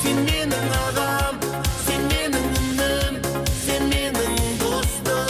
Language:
Kara-Kalpak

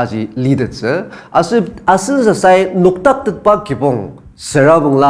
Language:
Ao Naga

